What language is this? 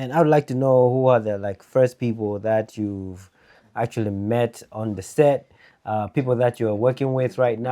English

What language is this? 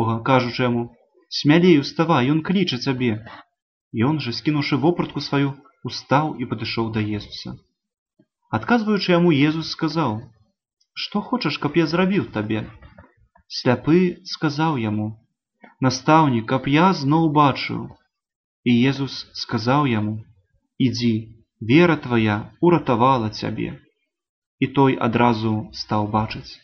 Belarusian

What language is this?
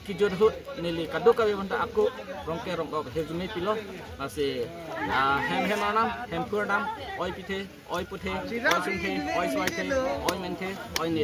Karbi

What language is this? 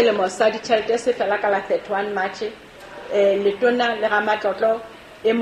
Southern Sotho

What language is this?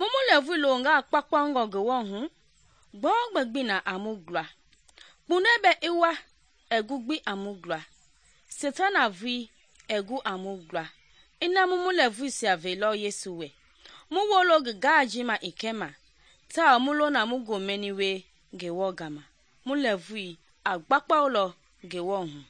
Mende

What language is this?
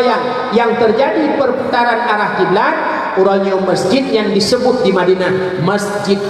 Achinese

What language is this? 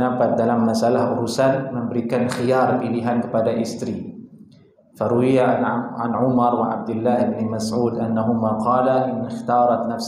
Indonesian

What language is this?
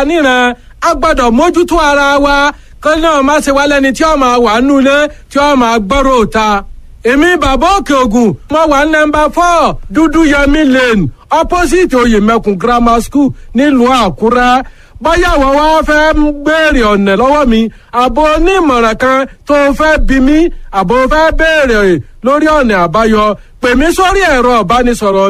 Yoruba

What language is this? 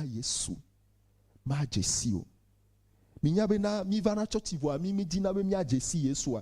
Ewe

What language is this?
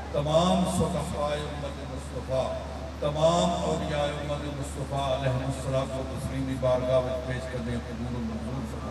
Urdu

